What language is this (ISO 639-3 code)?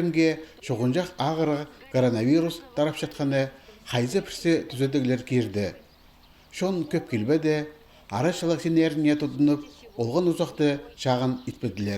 kjh